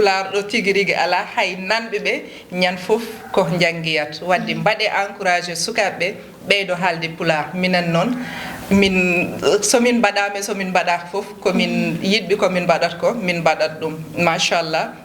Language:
Fula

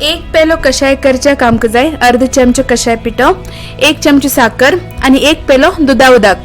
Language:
Konkani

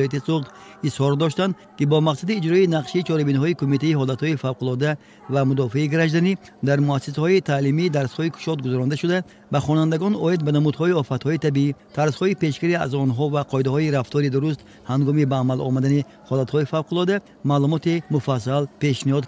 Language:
Tajik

